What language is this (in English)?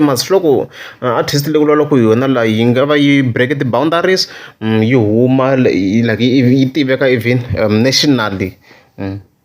Tsonga